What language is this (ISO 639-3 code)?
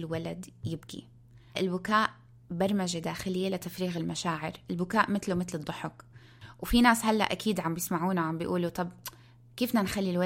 apc